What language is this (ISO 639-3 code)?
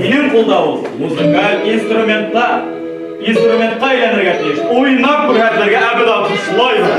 bak